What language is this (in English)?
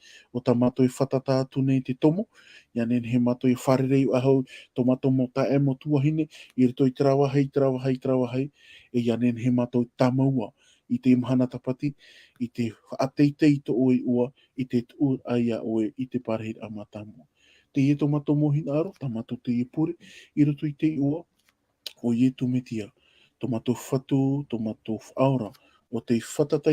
Tahitian